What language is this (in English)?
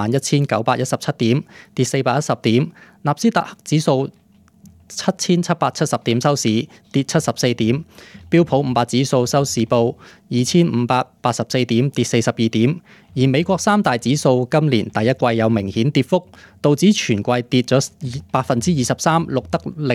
Cantonese